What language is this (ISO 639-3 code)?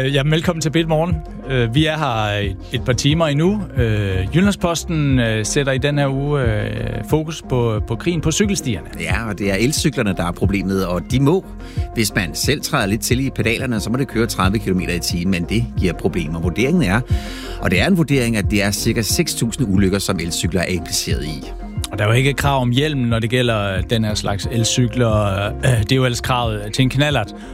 dan